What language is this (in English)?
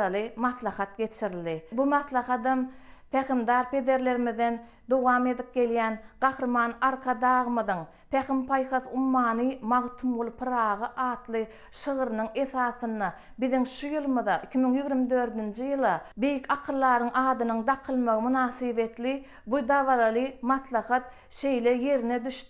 Turkmen